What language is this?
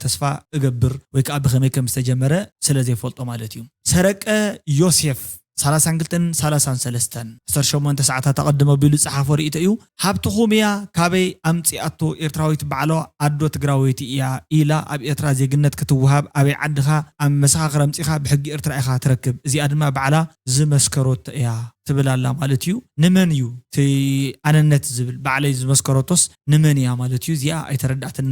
Tigrinya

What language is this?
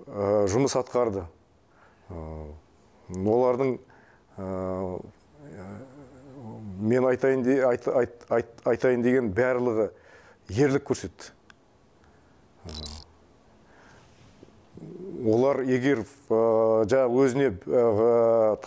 Kazakh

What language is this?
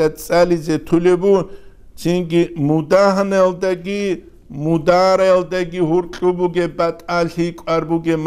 Avaric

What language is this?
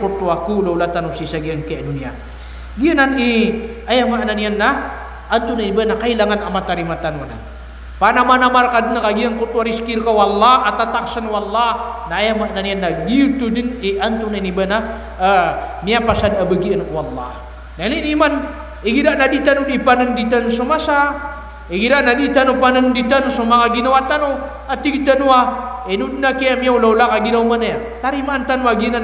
Maranao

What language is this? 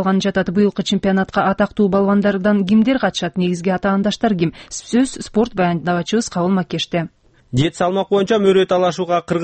Kyrgyz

